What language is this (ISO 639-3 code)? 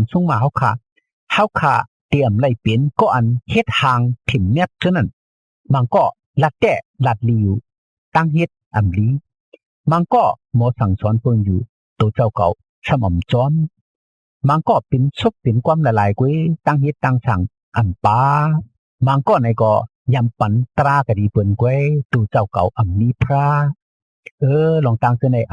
shn